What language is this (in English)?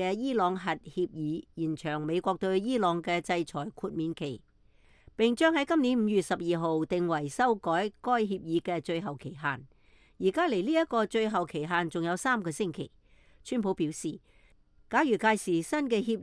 Cantonese